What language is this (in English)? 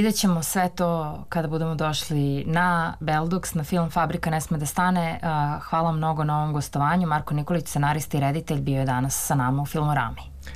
Serbian